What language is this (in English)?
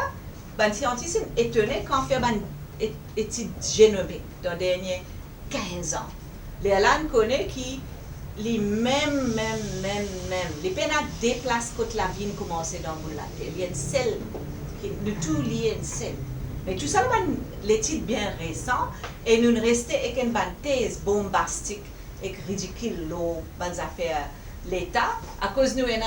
Morisyen